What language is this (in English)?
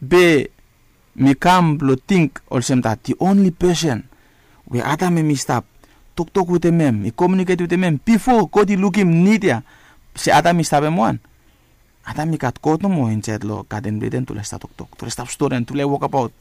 Bislama